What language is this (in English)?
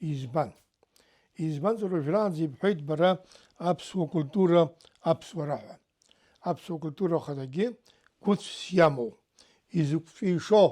Abkhazian